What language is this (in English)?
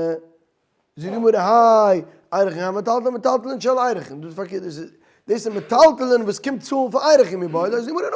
Yiddish